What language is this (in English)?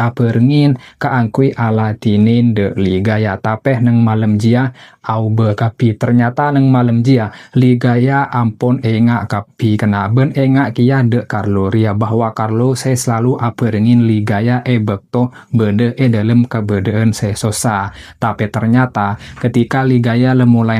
Madurese